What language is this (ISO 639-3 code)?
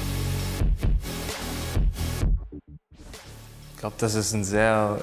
deu